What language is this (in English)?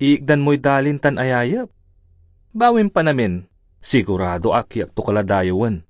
Pangasinan